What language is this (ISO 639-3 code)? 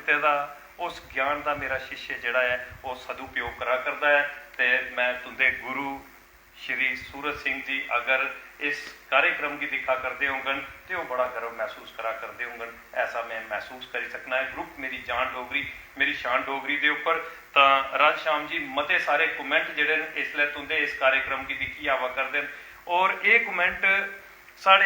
doi